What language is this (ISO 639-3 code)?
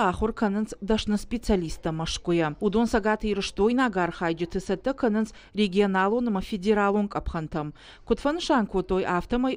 oss